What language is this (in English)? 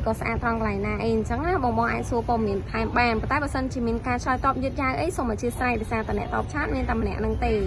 Khmer